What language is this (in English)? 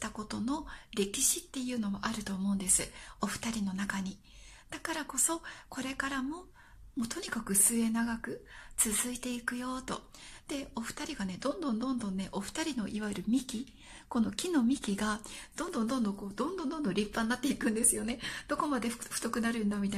Japanese